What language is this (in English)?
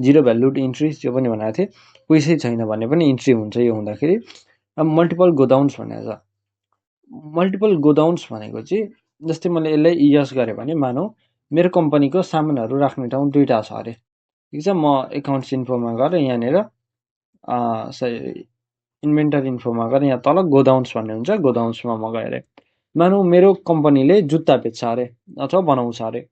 Nepali